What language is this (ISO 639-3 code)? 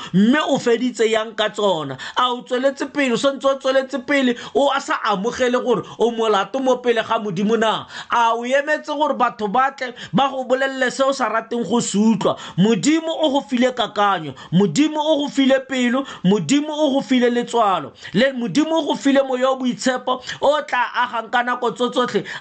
tsn